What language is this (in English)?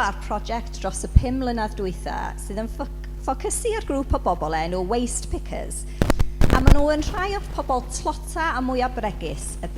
Welsh